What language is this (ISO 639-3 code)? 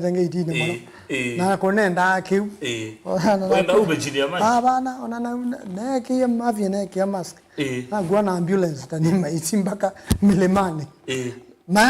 kam